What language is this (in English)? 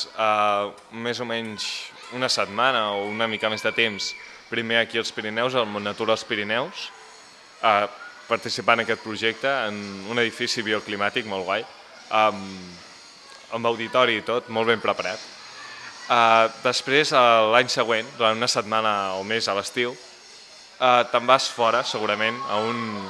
Catalan